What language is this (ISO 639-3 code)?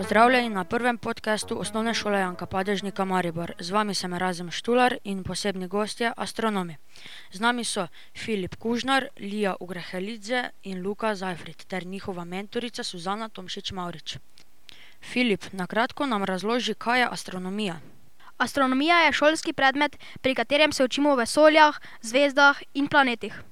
slv